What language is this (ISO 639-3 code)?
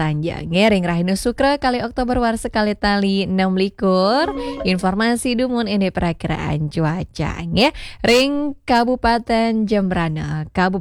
ban